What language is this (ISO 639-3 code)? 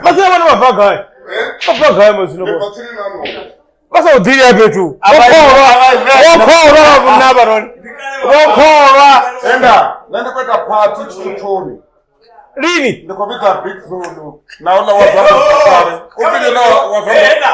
ven